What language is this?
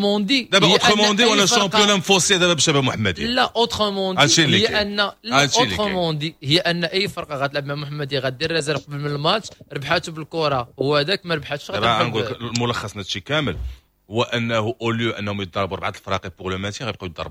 Moroccan Arabic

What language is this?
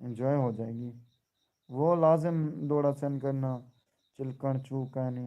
Saraiki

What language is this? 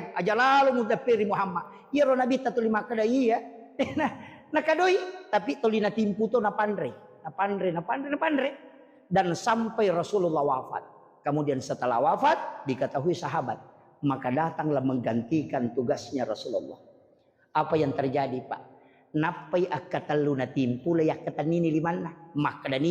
Buginese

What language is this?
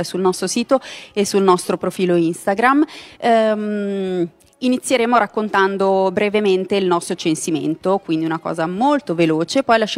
Italian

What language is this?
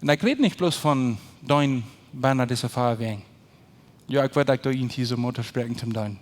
Plautdietsch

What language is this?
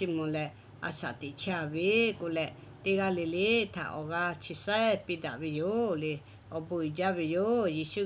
Lahu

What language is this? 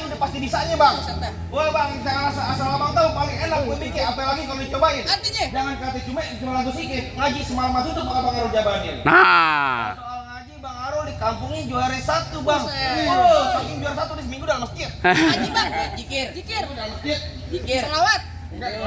Betawi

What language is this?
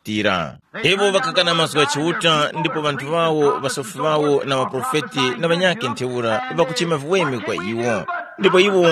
Tumbuka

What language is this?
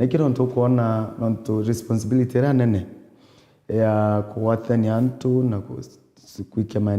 Meru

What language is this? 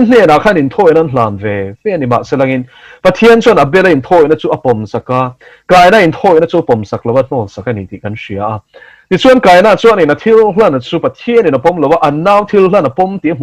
Mizo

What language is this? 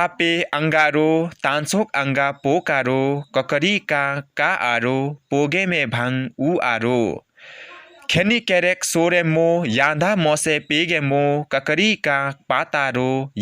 Limbu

